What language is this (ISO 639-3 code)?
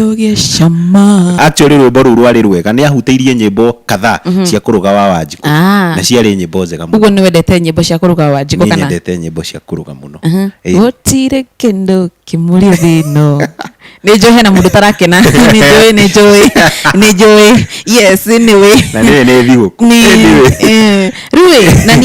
kik